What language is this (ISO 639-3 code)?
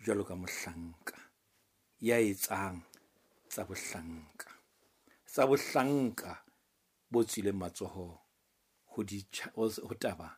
sot